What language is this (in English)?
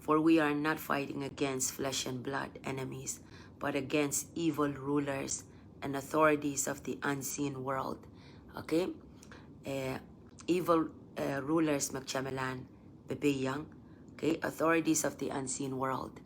Pohnpeian